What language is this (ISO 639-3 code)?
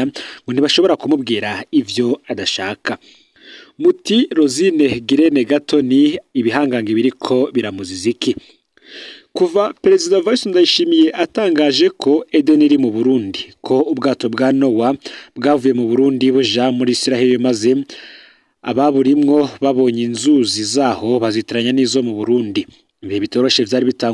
run